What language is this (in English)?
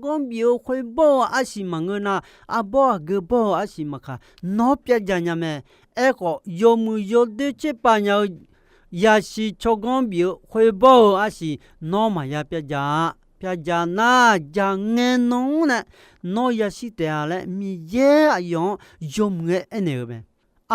Akha